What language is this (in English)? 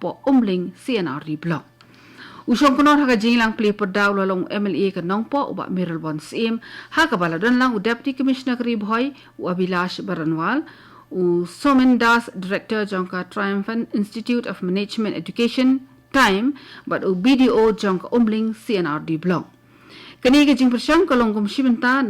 Khasi